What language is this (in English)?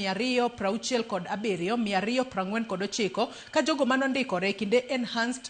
Luo (Kenya and Tanzania)